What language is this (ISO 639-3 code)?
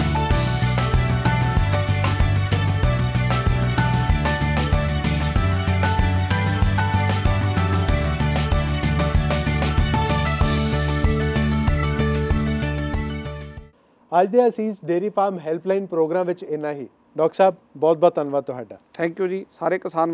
pan